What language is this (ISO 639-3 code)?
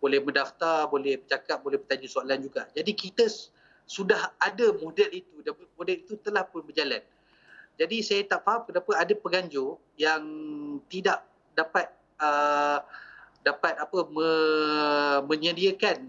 msa